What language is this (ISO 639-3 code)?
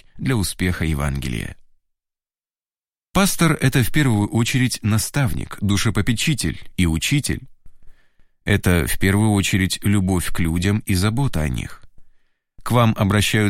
rus